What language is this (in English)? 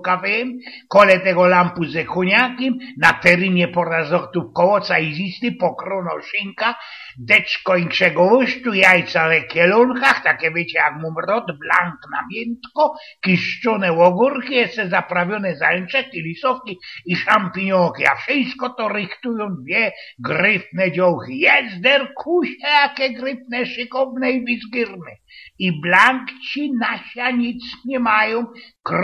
Silesian